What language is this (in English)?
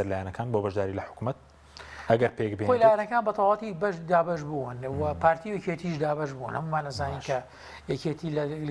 Central Kurdish